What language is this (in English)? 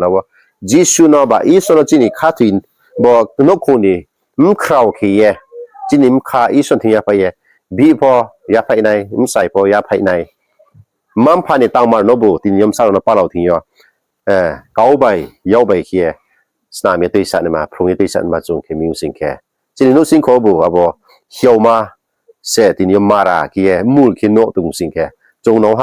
Riang (India)